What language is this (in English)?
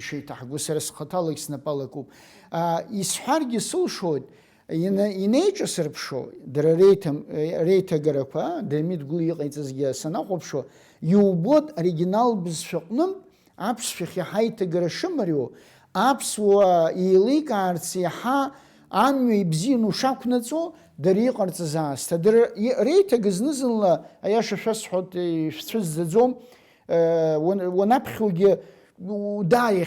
Abkhazian